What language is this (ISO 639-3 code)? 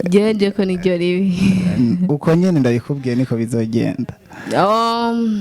run